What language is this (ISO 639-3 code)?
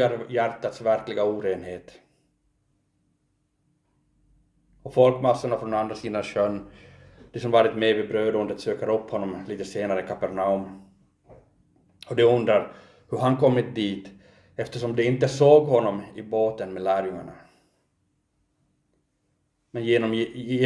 swe